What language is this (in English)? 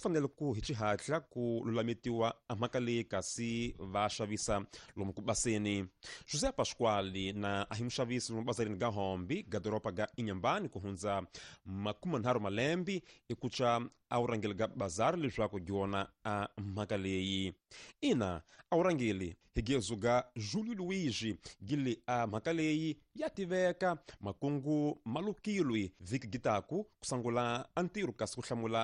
Tsonga